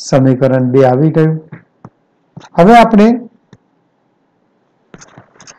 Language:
Gujarati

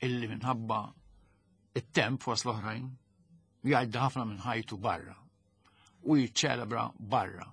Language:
Maltese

